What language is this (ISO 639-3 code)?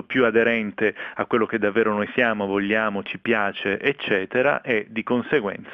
ita